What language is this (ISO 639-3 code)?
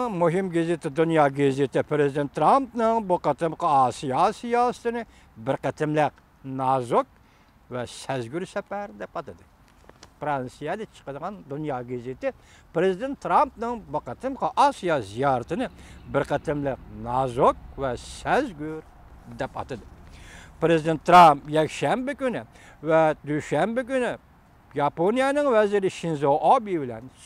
uig